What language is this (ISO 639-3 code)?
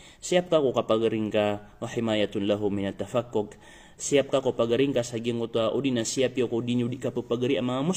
mrw